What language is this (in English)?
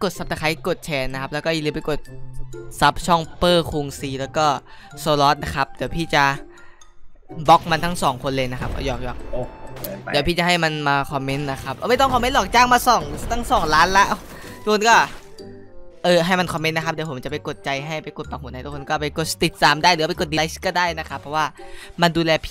Thai